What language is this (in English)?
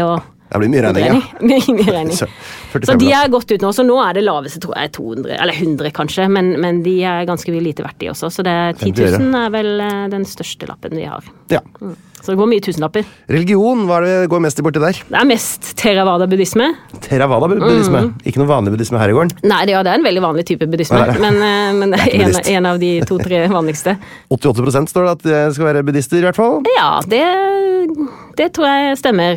Norwegian